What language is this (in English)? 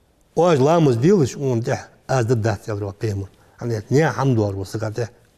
Ingush